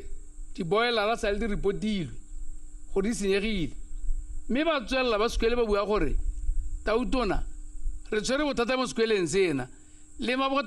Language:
Tswana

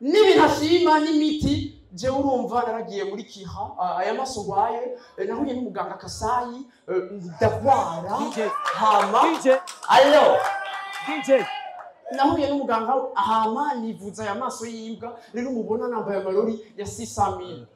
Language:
Rundi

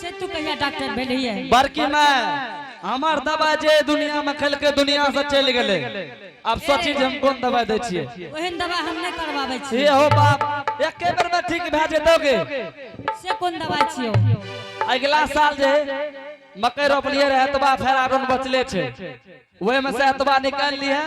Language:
Angika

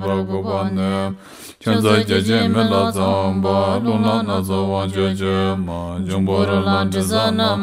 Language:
Tibetan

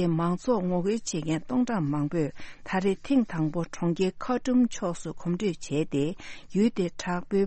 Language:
Tibetan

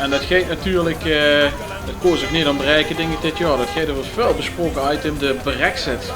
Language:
Limburgish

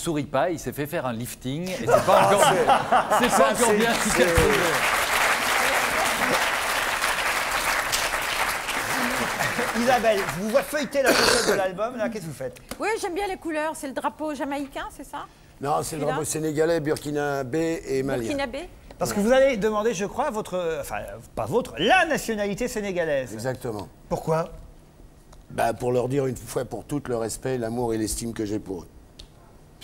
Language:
French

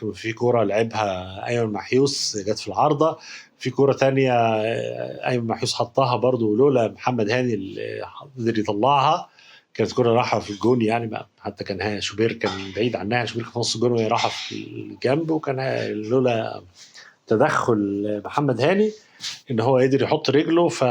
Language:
Egyptian Arabic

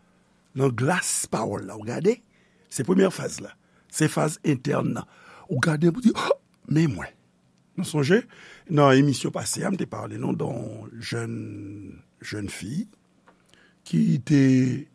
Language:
Haitian Creole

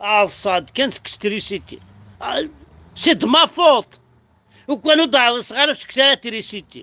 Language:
Kabyle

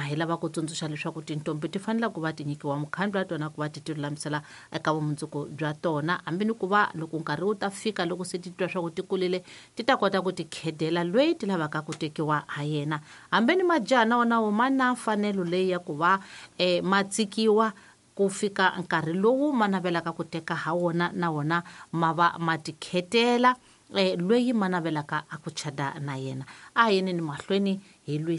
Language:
Tsonga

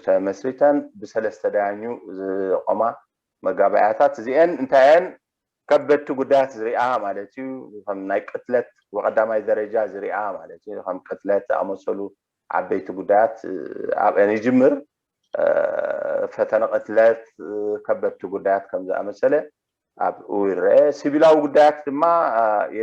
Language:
Tigrinya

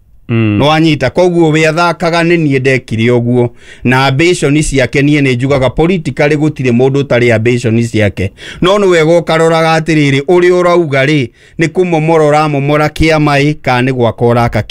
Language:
Kikuyu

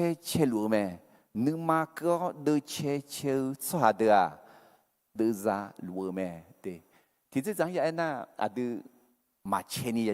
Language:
Akha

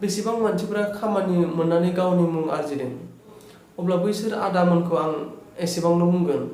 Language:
Bodo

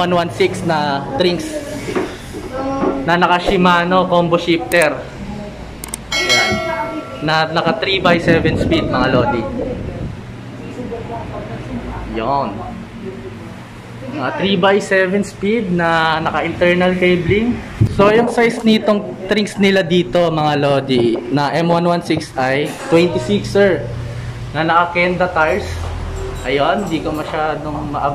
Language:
Filipino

